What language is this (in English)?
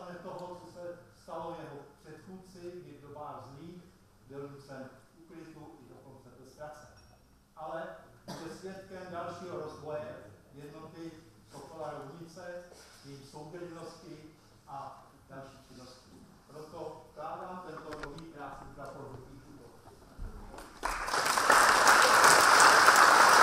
Czech